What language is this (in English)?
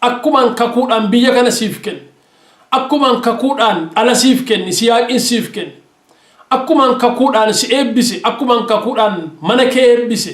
Oromo